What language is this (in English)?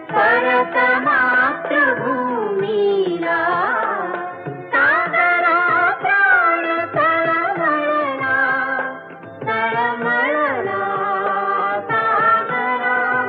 Marathi